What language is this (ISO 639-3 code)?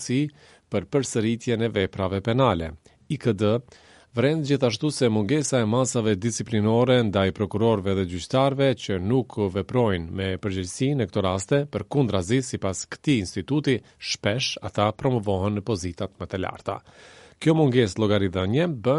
sqi